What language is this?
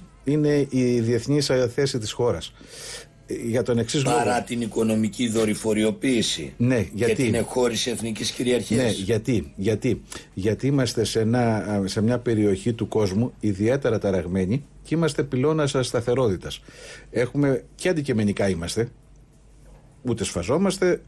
Greek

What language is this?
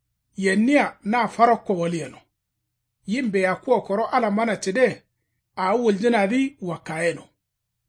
Kanuri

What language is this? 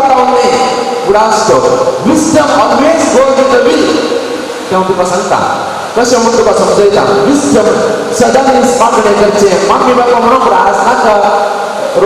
Konkani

